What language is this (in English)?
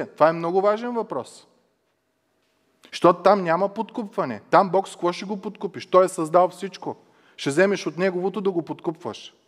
Bulgarian